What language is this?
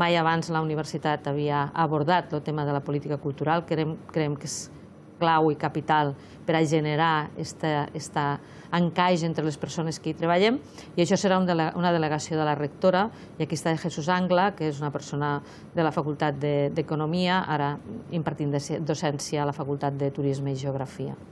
Catalan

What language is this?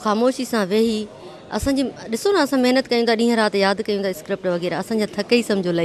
Sindhi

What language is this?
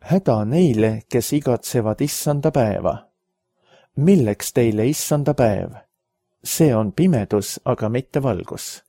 Estonian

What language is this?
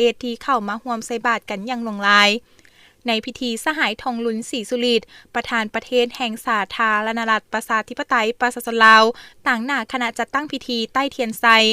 Lao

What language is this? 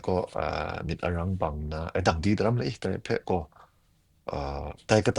Kachin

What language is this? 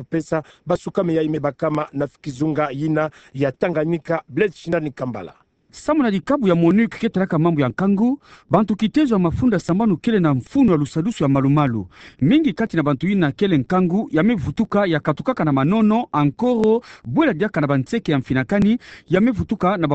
Kituba (Democratic Republic of Congo)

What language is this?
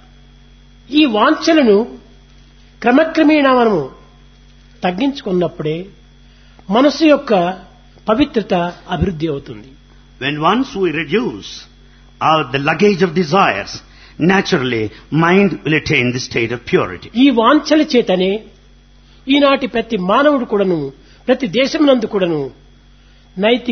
Telugu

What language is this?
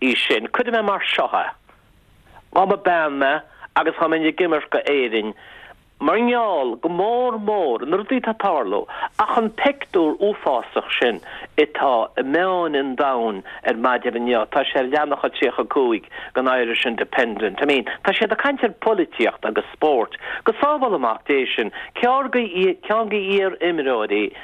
Irish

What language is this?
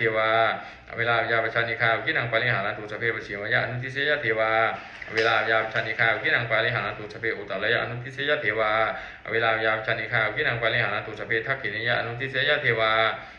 Pali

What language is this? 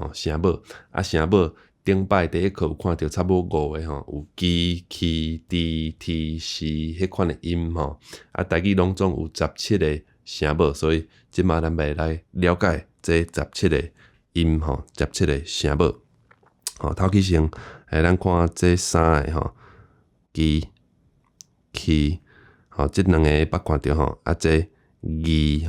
Min Nan Chinese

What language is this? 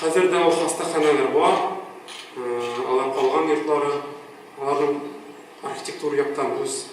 Tatar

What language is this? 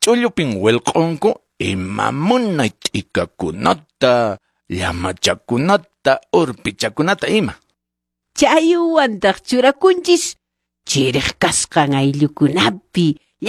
Quechua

